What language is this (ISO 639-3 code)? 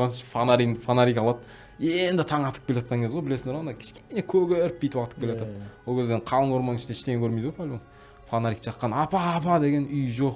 kaz